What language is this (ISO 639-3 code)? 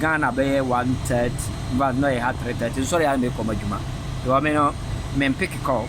aka